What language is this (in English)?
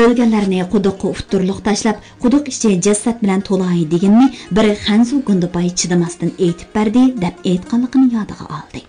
Uyghur